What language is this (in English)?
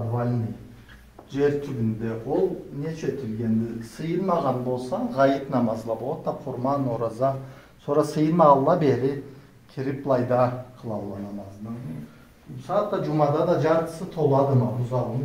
Karachay-Balkar